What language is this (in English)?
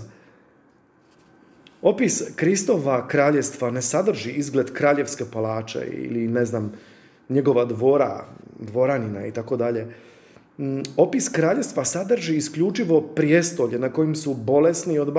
Croatian